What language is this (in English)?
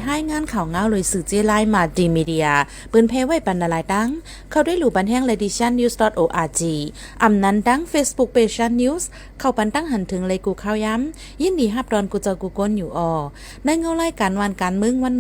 Shan